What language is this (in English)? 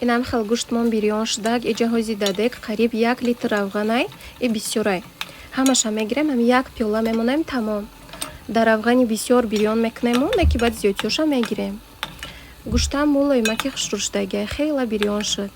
Tajik